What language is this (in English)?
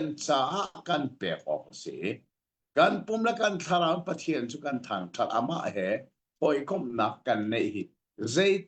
Hakha Chin